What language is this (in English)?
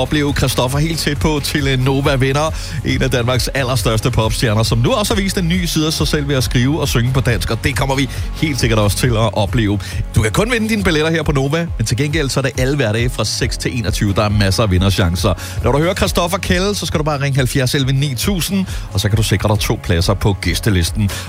Danish